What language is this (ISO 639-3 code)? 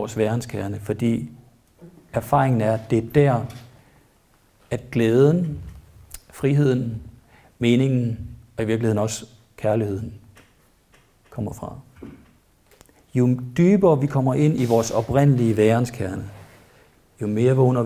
dan